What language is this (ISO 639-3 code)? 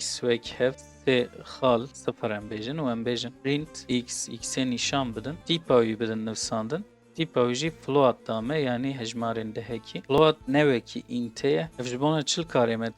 kur